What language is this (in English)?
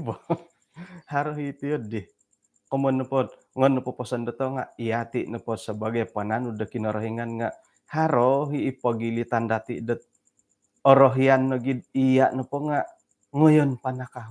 Central Dusun